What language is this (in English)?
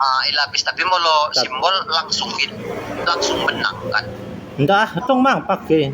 Batak Dairi